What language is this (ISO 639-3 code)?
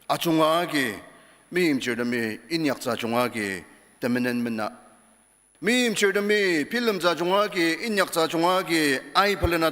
njo